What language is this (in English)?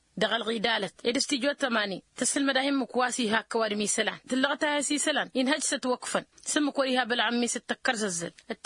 Tamasheq